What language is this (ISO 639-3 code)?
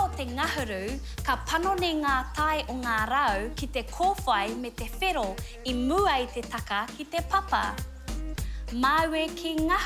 mri